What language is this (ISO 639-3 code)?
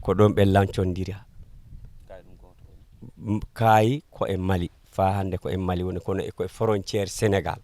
ful